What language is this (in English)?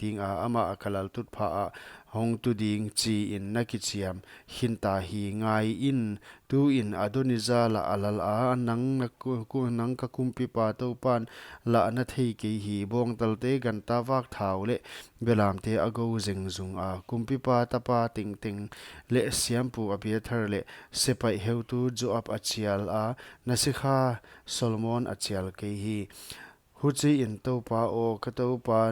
Paite Chin